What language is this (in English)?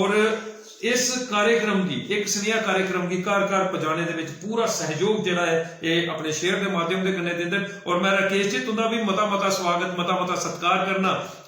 Dogri